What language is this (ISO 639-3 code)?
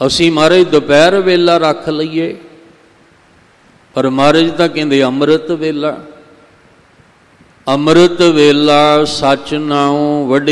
pan